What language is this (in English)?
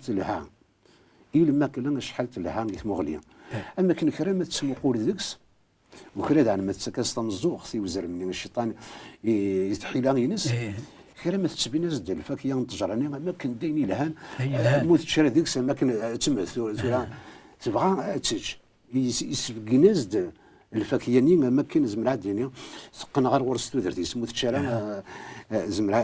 Kabyle